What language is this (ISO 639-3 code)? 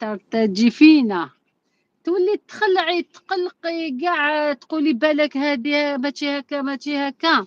arq